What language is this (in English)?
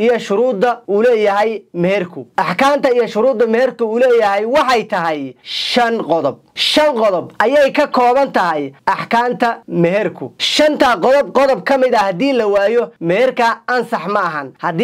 Somali